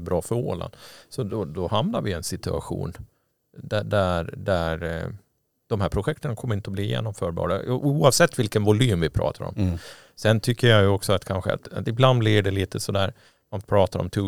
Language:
Swedish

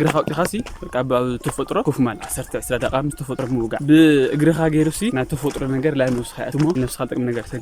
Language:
Tigrinya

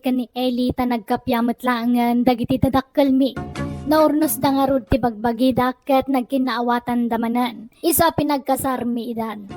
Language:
Iloko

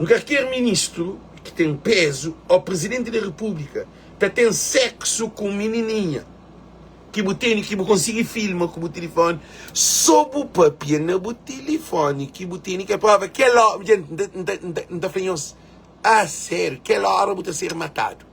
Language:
Kabuverdianu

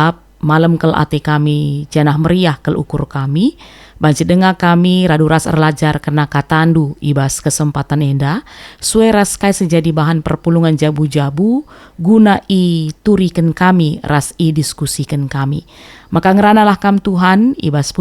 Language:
Batak Karo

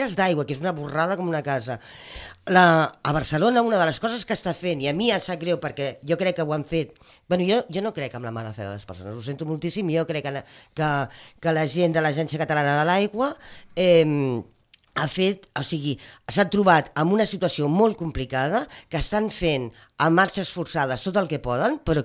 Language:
Catalan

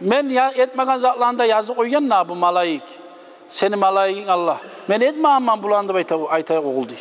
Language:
Kumyk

